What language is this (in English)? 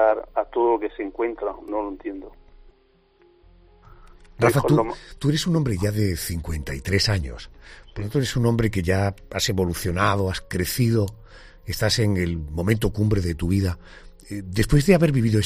Spanish